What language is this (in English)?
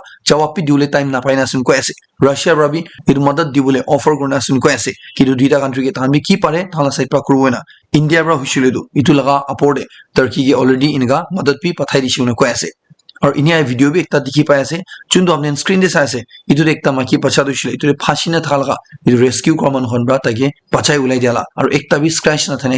Naga Pidgin